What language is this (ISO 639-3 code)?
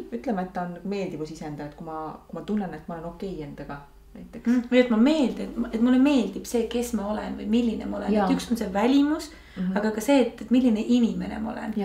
est